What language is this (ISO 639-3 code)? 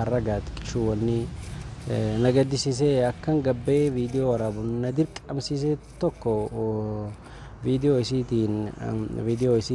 orm